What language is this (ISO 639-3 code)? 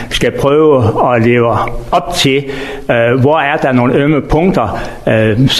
dan